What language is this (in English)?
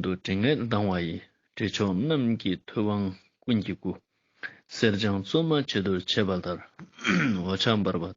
Ladakhi